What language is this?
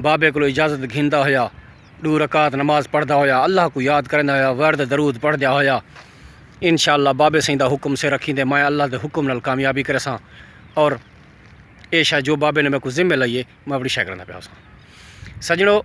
Saraiki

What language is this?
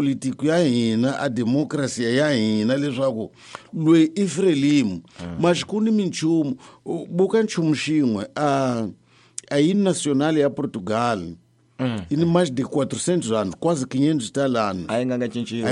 Tsonga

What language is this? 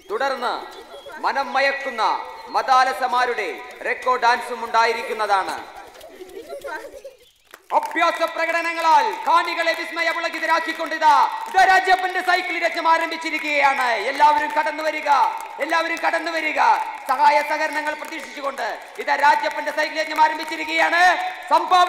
Malayalam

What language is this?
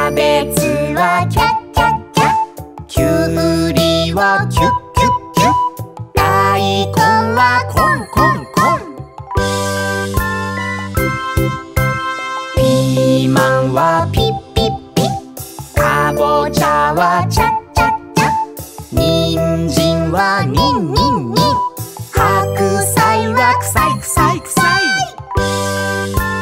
Japanese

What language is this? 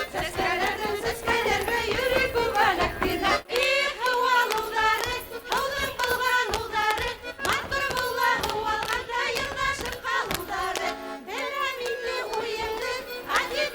Bashkir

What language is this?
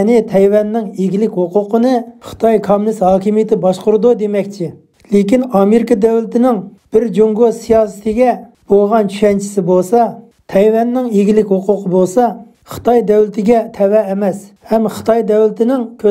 Uyghur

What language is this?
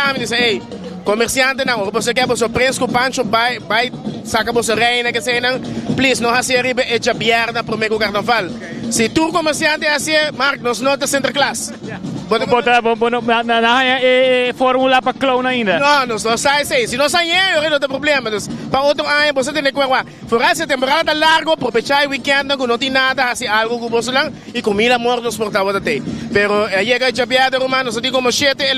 Papiamento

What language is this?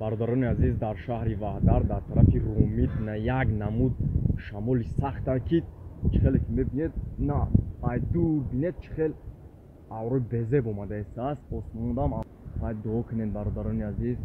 Tajik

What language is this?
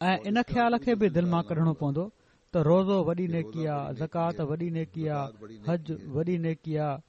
Sindhi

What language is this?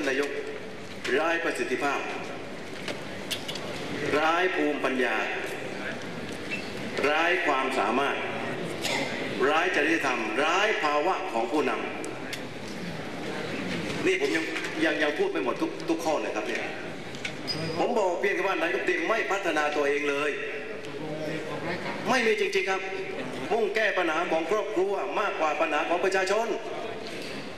Thai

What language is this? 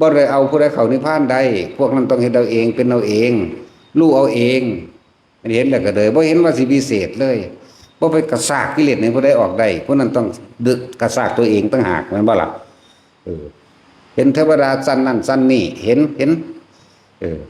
Northeastern Thai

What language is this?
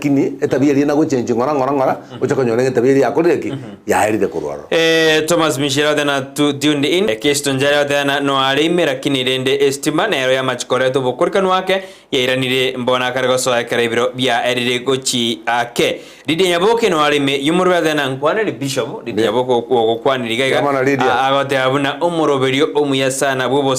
Gusii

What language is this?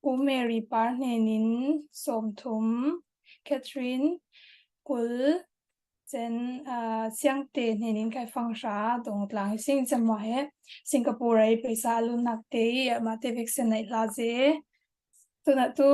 Falam Chin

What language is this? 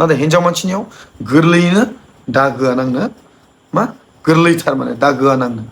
Bodo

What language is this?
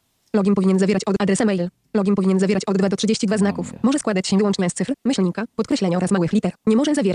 Polish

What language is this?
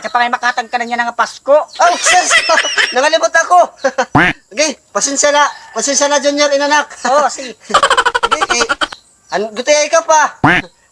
Waray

